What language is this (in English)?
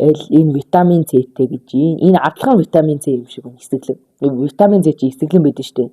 Mongolian